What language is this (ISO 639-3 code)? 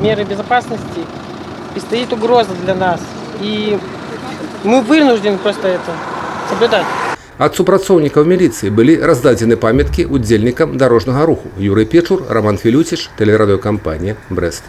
bel